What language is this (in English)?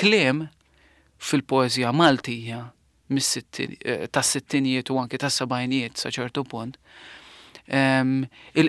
Maltese